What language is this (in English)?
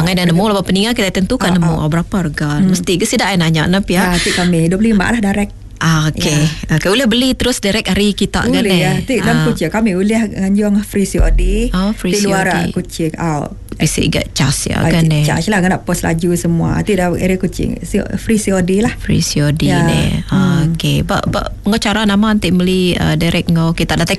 Iban